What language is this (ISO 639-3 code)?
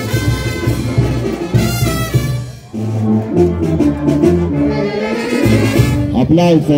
spa